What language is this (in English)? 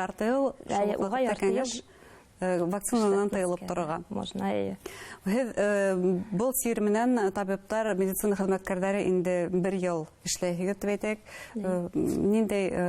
Bashkir